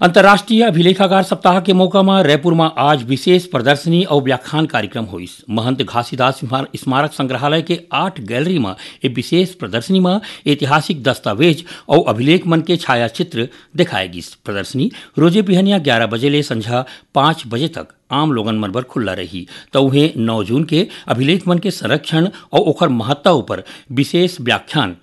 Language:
Chhattisgarhi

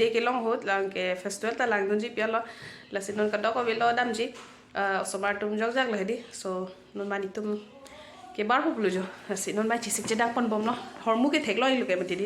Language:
Karbi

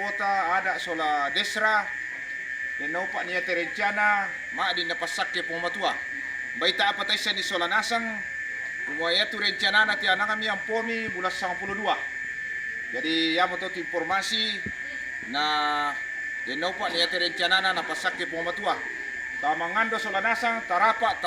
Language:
Toraja-Sa'dan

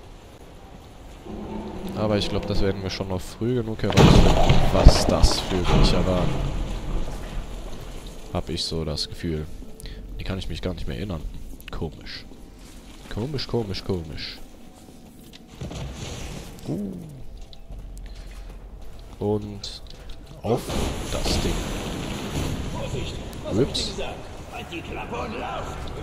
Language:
German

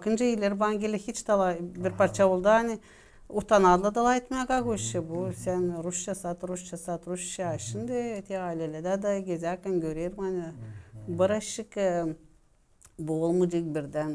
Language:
Gagauz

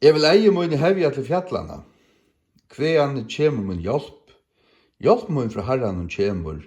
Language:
Faroese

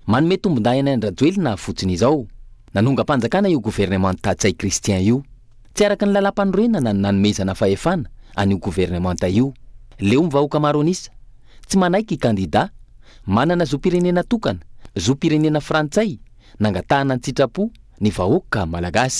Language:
Malagasy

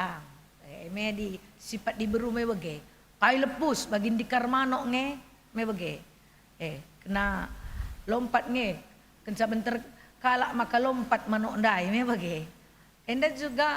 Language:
Batak Karo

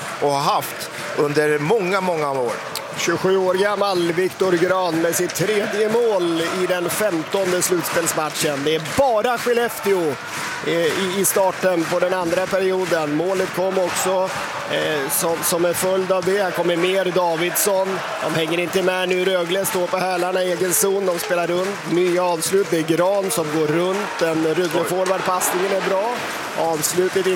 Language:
Swedish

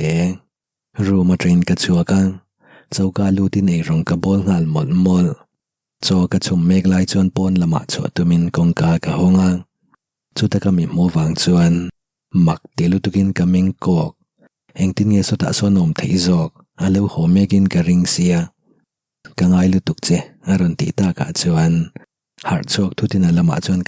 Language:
Mizo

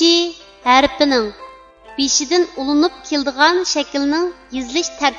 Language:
Uyghur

